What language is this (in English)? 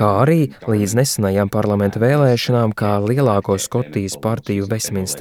Latvian